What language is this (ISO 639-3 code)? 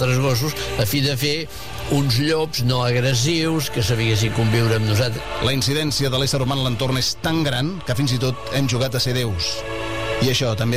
cat